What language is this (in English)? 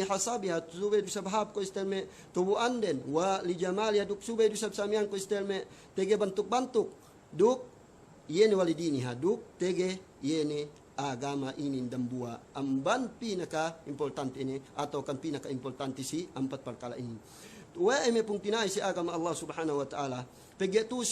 Yakan